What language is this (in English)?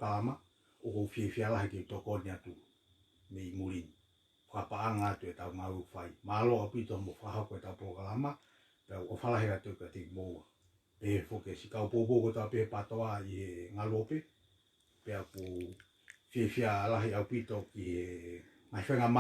Tongan